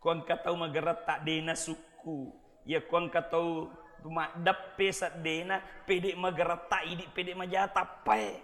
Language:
Buginese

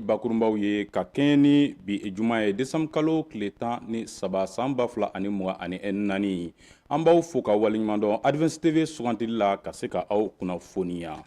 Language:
Bambara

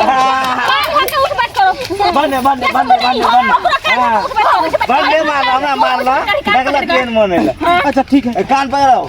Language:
Maithili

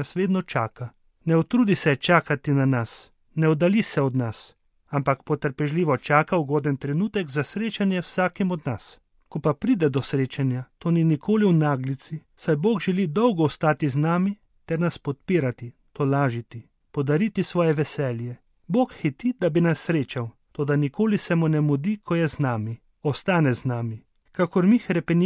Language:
Slovenian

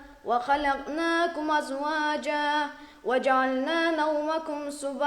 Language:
Kumyk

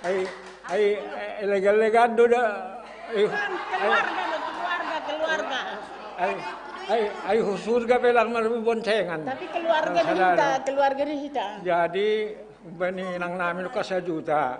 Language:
Batak Simalungun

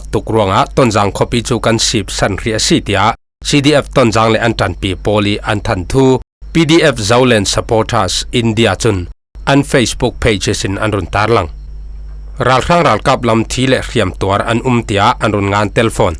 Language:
Falam Chin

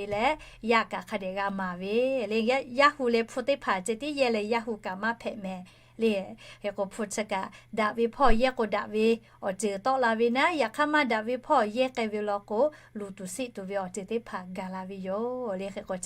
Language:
Lahu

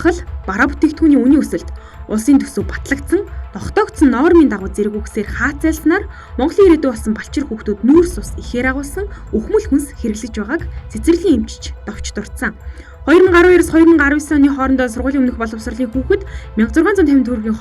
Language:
Mongolian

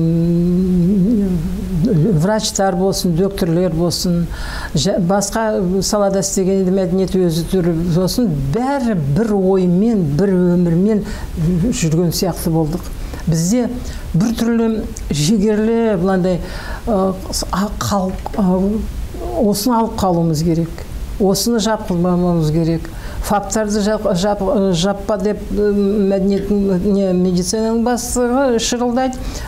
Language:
Kazakh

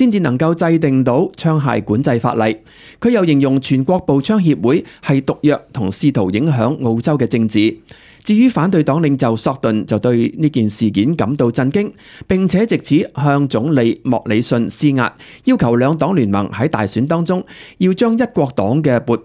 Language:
Cantonese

